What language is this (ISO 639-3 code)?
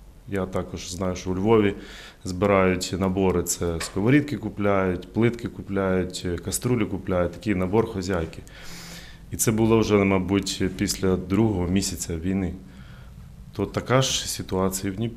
ukr